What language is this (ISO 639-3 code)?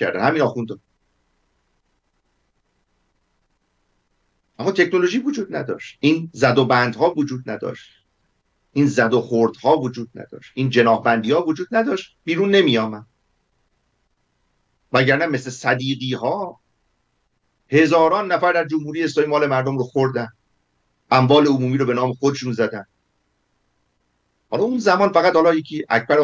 fas